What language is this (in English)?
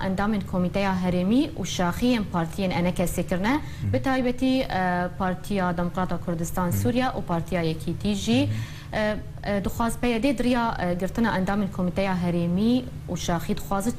Kurdish